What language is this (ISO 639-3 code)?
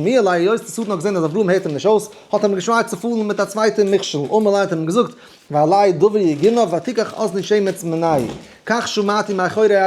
yid